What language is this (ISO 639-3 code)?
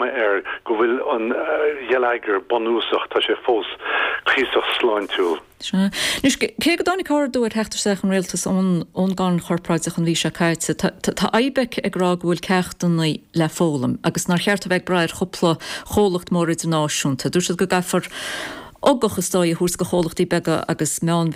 gle